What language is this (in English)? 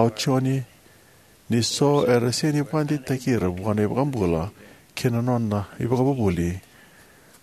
Fijian